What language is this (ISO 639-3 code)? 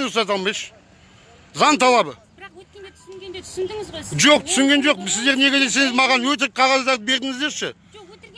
kaz